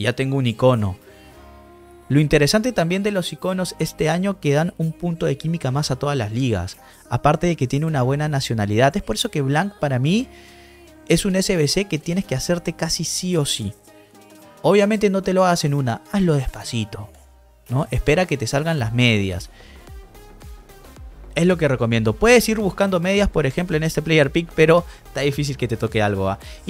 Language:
Spanish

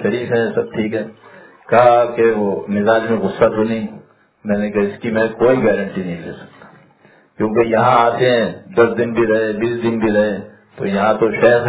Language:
Urdu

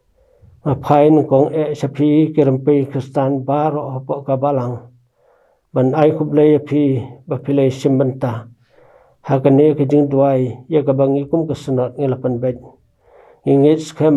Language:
Khasi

